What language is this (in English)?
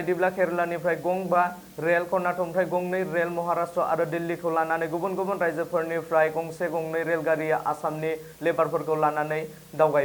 Bodo